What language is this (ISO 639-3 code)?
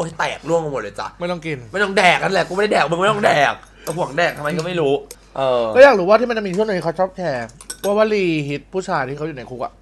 tha